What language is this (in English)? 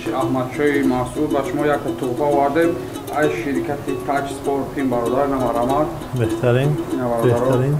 Tajik